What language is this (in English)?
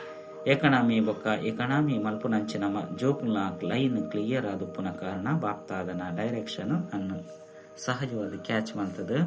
Tulu